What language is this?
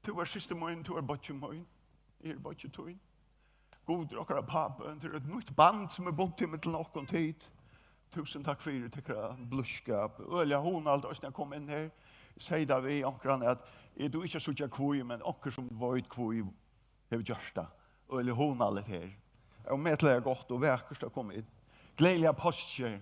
Faroese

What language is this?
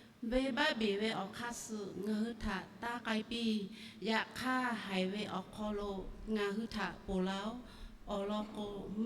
Lahu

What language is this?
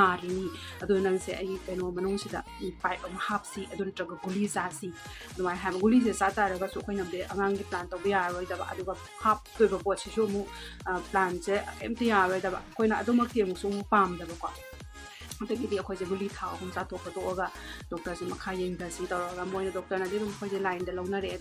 Manipuri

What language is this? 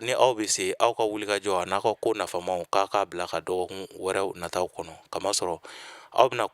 Bambara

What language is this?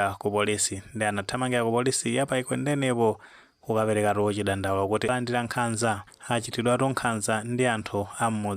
Nyanja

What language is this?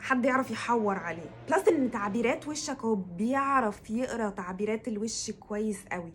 Egyptian Arabic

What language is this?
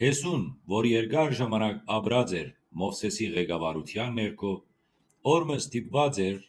Western Armenian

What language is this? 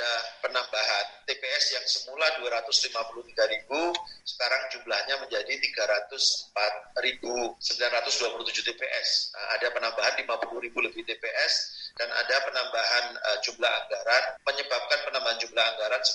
Indonesian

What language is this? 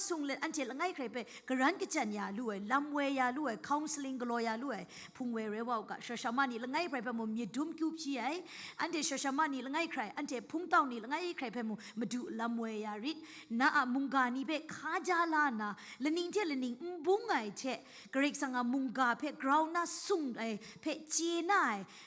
Kachin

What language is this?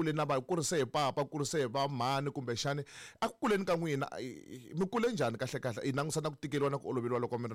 Tsonga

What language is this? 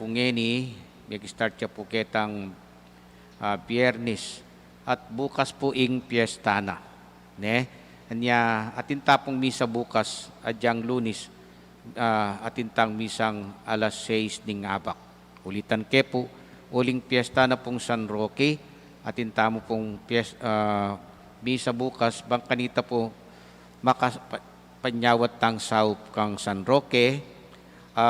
Pampanga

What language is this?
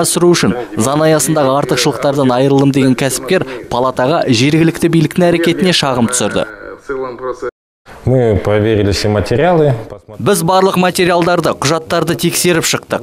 Kazakh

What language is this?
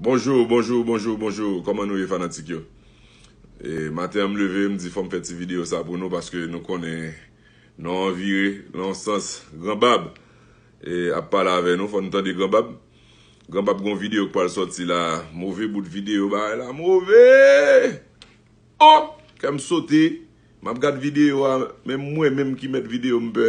Haitian Creole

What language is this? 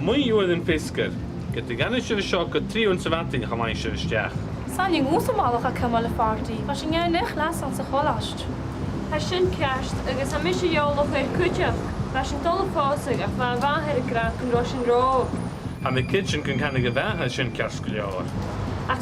Scottish Gaelic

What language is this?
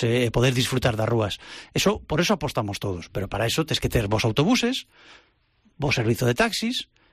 Galician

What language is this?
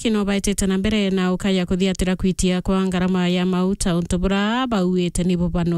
Meru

